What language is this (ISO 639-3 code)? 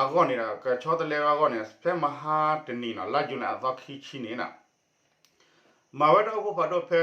ksw